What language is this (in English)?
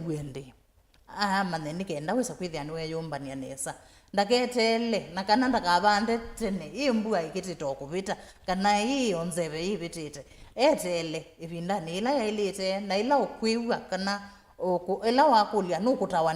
Kamba